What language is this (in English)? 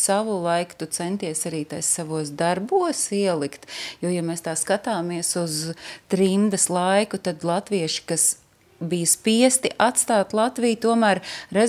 Latvian